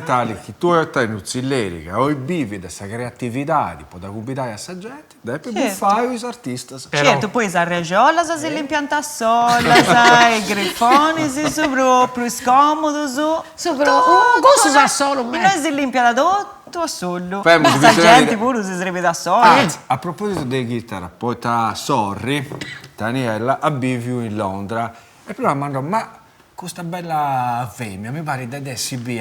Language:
Sardinian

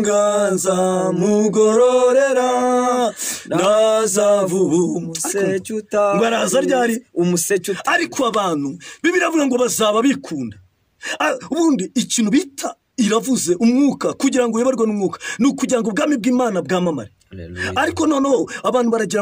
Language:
Kinyarwanda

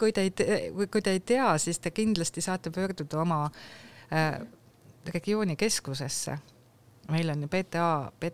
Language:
Estonian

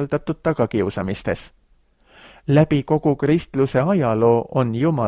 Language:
Estonian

